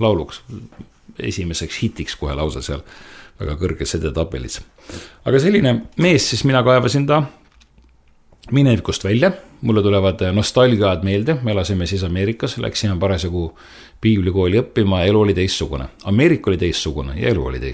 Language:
Estonian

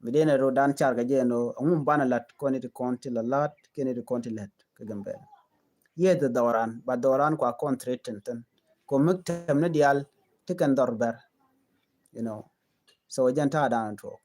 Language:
Nuer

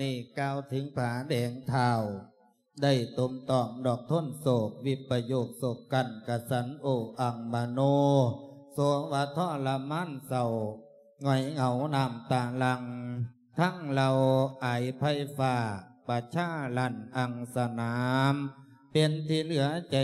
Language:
Lao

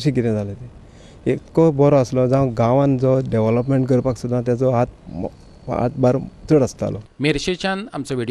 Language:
Konkani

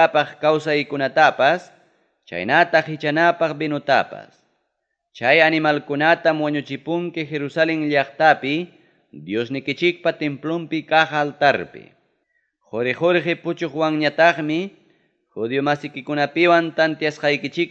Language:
Ayacucho Quechua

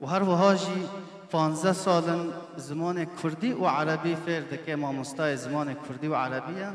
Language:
Kurdish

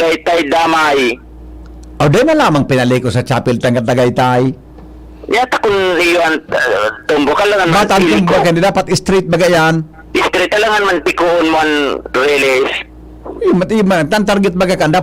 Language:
Bikol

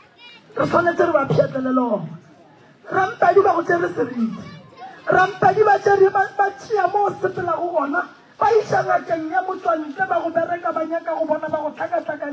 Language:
Northern Sotho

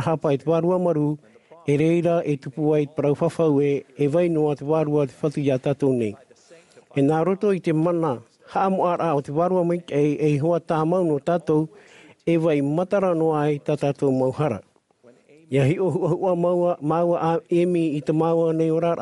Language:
Tahitian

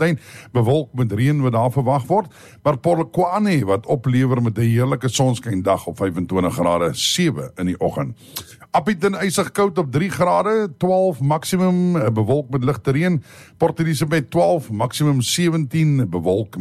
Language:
Afrikaans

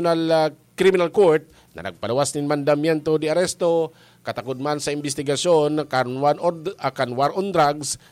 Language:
Bikol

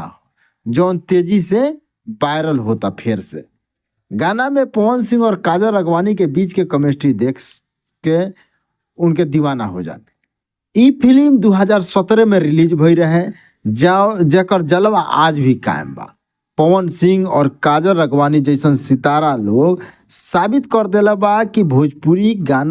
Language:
Bhojpuri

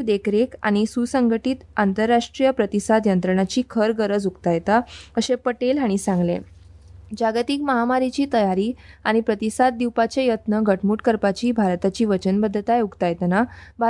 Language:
Konkani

